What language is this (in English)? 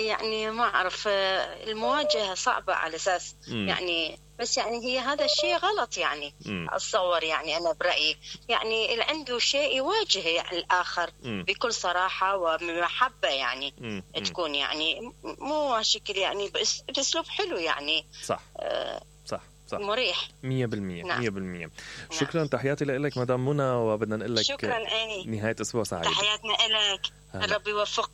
Mesopotamian Arabic